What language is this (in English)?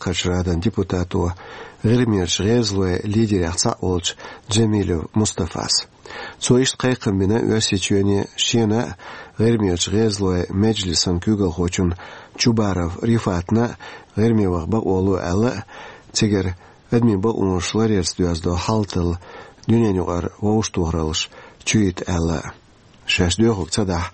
Chechen